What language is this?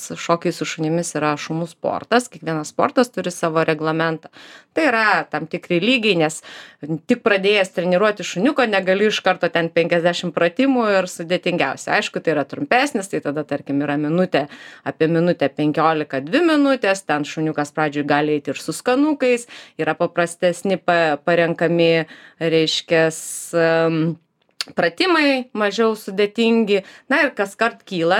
Lithuanian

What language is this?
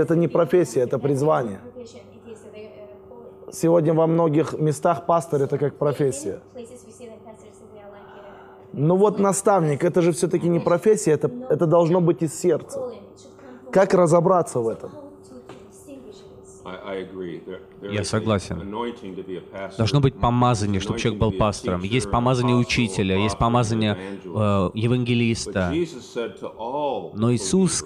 Russian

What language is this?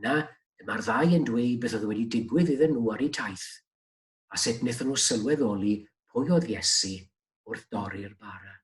Welsh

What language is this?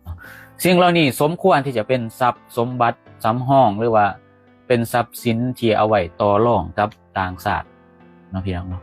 Lao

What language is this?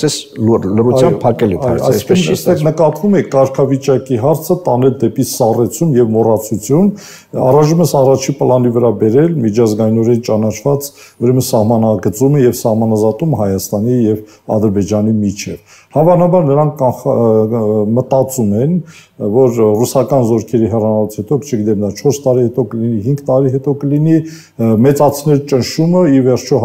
Armenian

